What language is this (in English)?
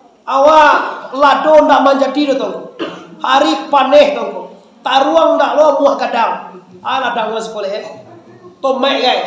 Minangkabau